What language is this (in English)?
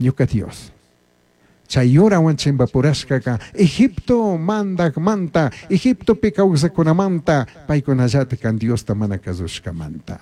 Chimborazo Highland Quichua